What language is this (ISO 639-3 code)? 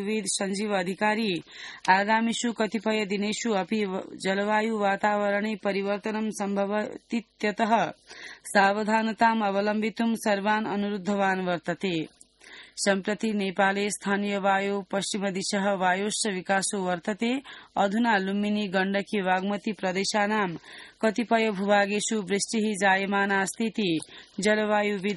san